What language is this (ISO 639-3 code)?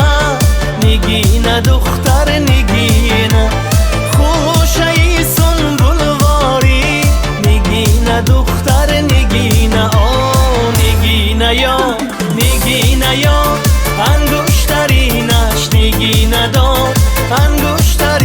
tgk